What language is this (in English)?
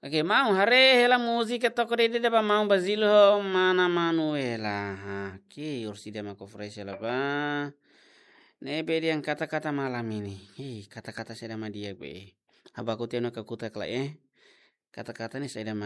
Tetum